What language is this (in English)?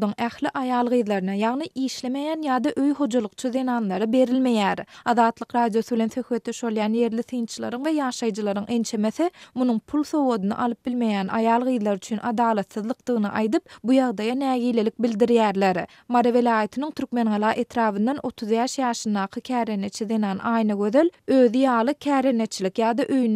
Turkmen